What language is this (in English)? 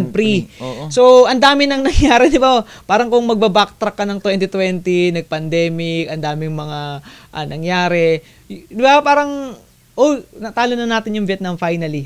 Filipino